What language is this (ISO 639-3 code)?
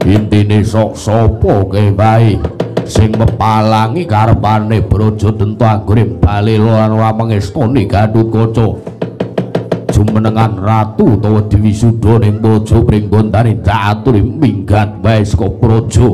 jav